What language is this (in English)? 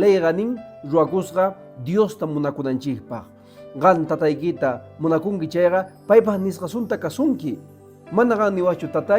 Quechua